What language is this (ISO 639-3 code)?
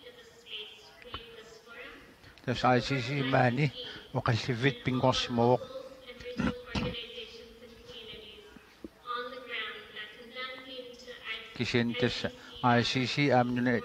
kal